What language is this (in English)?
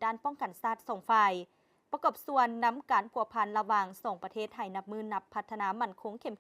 Lao